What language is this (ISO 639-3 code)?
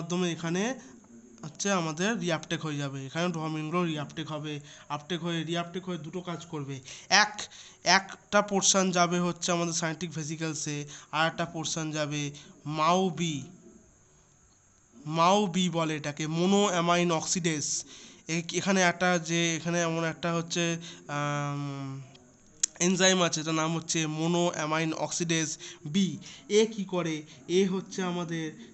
ben